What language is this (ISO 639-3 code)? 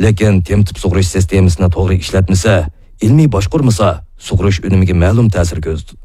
uig